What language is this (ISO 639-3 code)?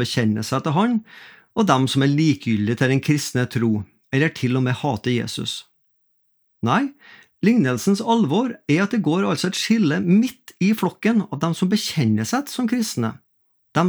nor